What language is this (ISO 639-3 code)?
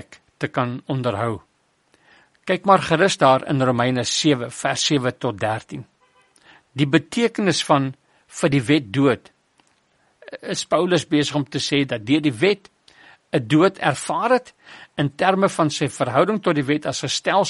afr